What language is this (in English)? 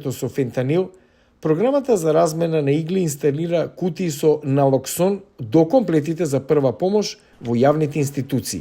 Macedonian